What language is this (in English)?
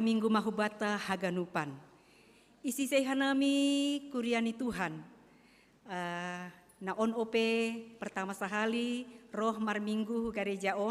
Batak Simalungun